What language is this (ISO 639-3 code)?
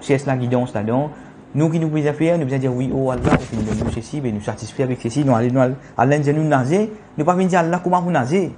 mfe